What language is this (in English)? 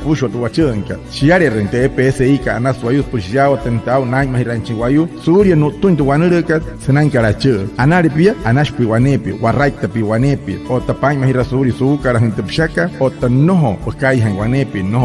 Wayuu